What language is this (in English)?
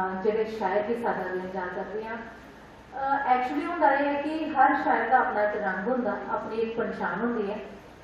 Dogri